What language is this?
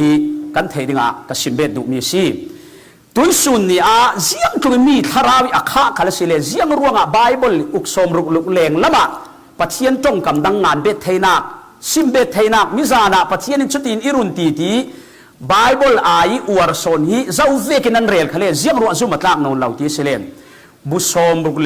Falam Chin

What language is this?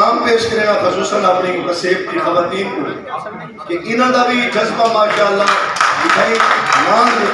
Saraiki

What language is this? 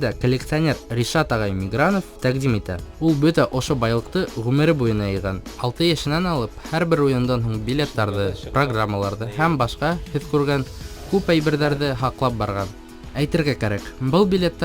Bashkir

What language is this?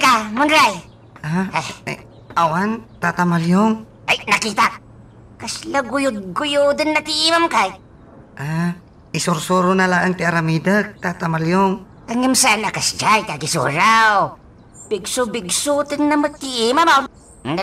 Iloko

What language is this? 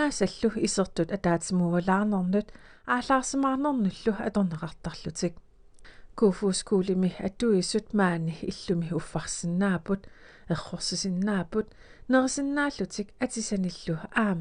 Kalaallisut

